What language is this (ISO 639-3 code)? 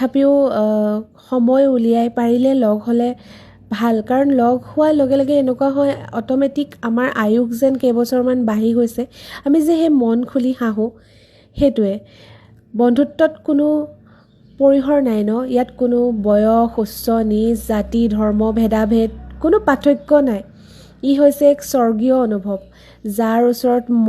asm